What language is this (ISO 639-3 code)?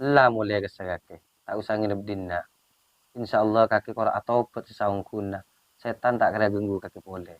mad